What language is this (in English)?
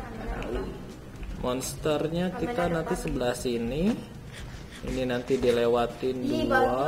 Indonesian